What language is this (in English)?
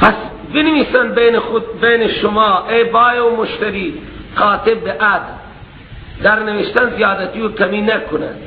Persian